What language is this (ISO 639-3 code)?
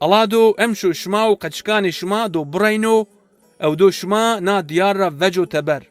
zza